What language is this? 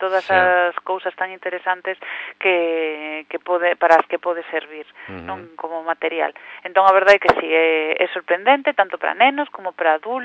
Galician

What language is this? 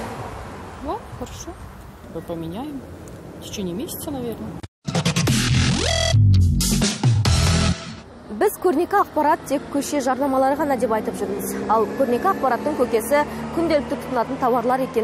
Kazakh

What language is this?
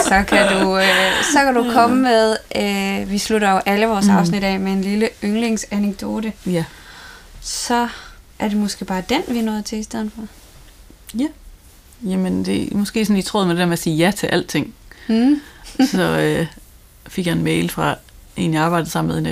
Danish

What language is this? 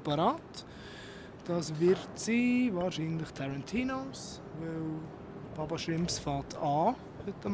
Swiss German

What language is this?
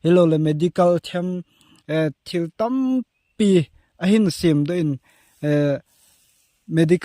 Thado Chin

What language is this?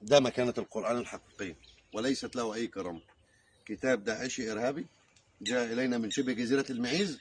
Egyptian Arabic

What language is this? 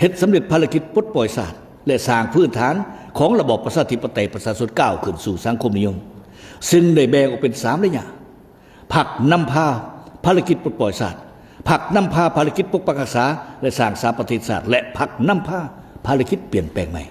Lao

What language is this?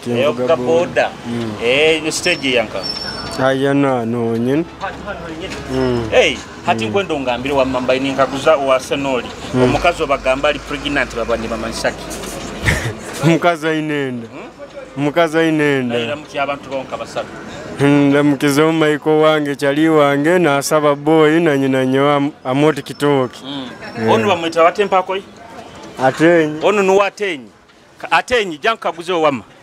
Nyoro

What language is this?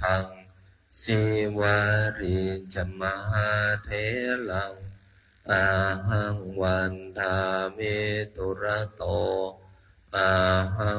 Pali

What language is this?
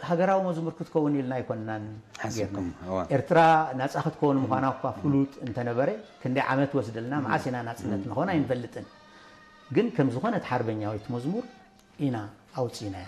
Tigrinya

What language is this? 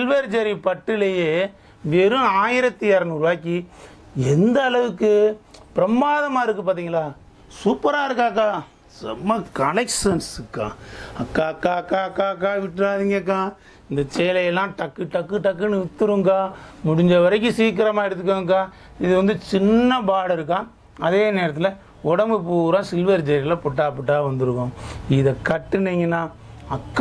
Tamil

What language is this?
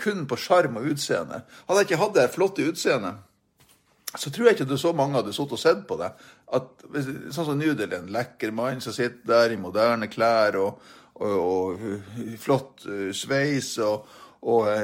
Norwegian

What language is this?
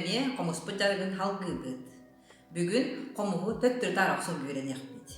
Yakut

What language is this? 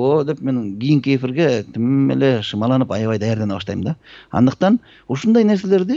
Kyrgyz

